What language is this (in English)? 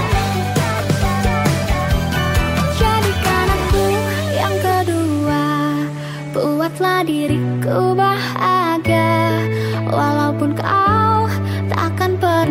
Indonesian